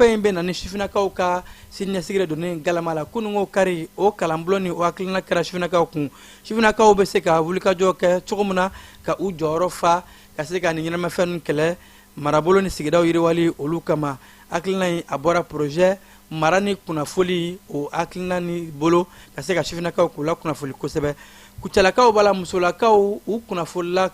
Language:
Bambara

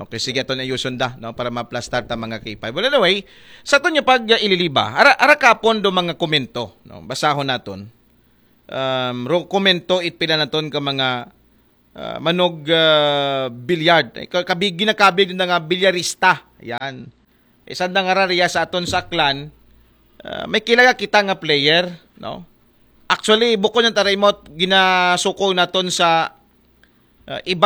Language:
Aklanon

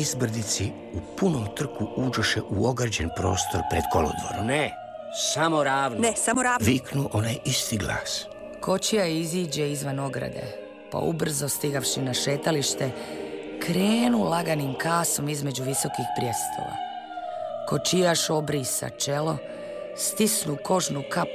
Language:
Croatian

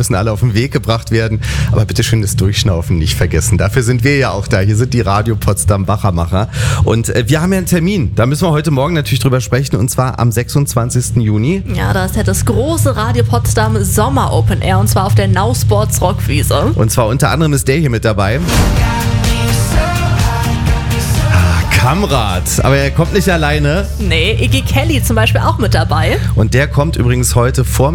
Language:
German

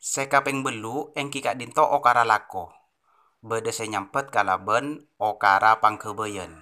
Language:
Madurese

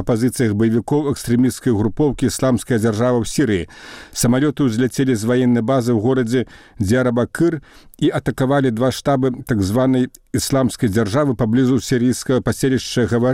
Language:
Belarusian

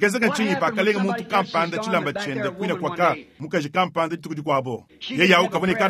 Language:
Luba-Lulua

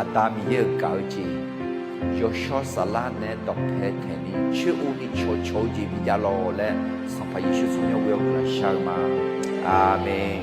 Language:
Akha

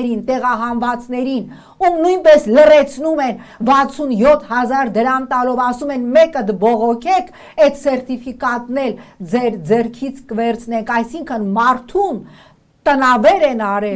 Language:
Armenian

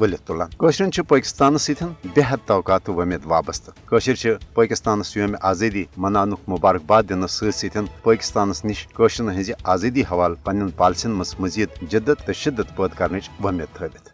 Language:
Kashmiri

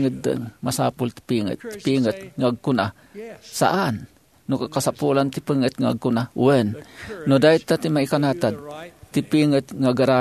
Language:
Iloko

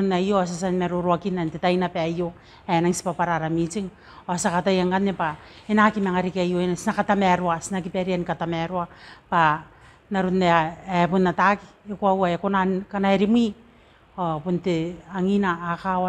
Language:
Gilbertese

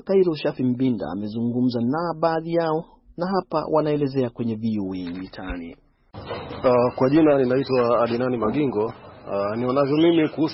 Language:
Swahili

